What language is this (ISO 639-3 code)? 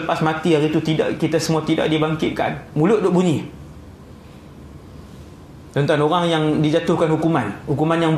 msa